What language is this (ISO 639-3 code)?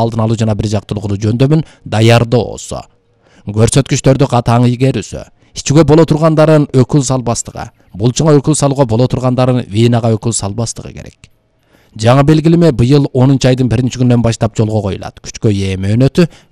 kir